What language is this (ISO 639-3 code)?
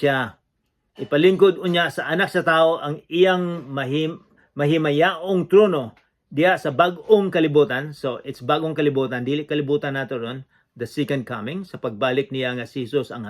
ceb